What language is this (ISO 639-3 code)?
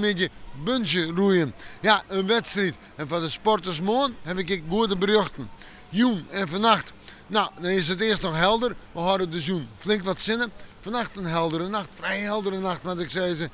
fry